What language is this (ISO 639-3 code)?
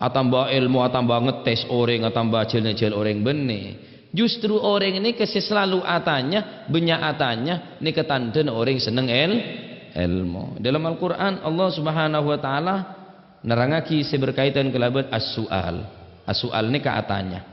mad